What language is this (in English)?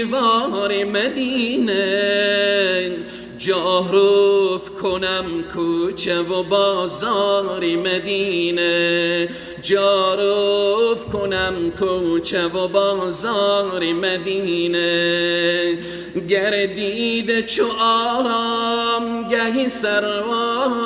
Persian